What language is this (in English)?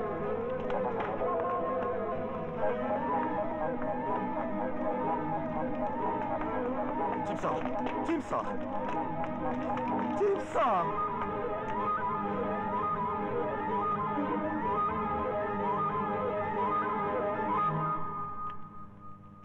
Persian